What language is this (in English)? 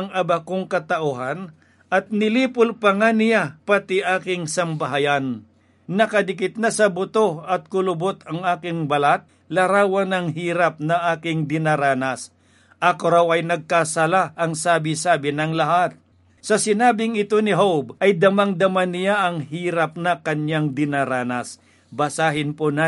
Filipino